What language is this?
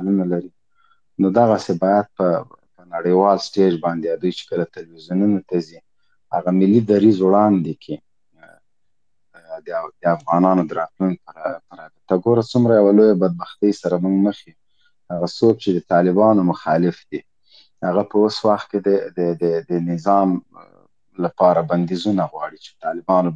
Pashto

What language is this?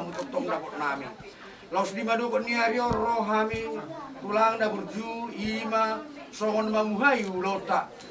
Batak Toba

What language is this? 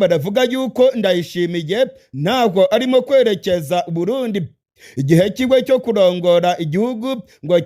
Rundi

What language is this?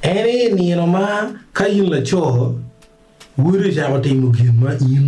Acoli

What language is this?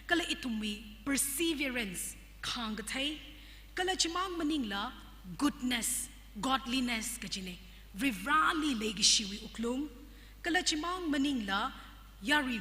Tangkhul Naga (India)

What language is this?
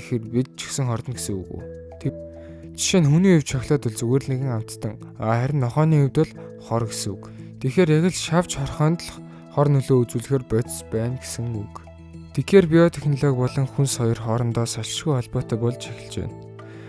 Mongolian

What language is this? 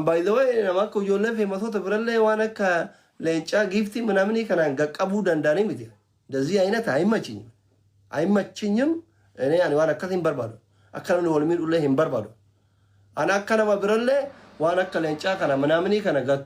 Oromo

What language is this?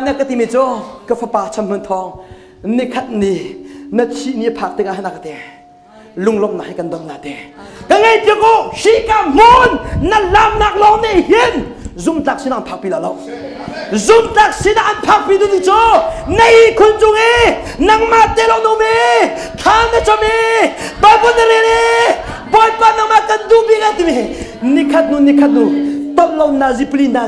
Hakha Chin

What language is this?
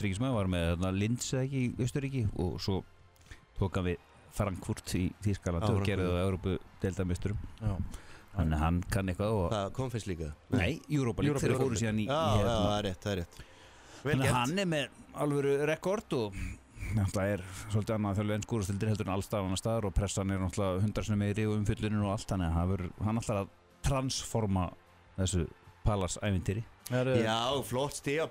Icelandic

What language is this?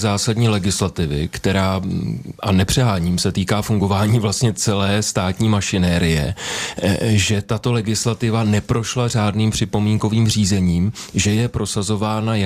Czech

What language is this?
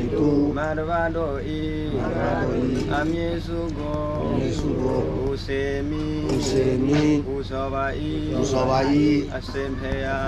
S'gaw Karen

